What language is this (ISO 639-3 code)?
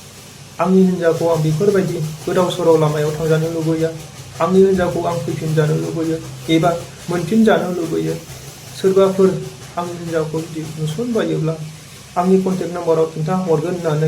brx